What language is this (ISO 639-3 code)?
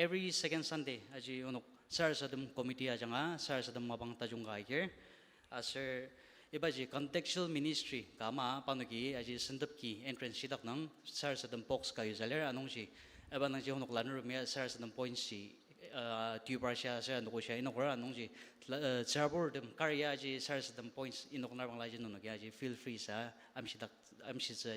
njo